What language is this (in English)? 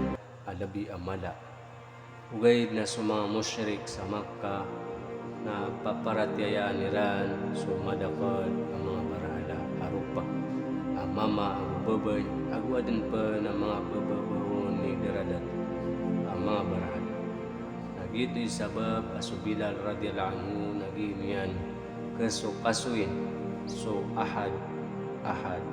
Maranao